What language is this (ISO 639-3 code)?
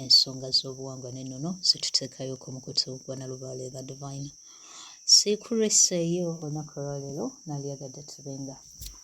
lug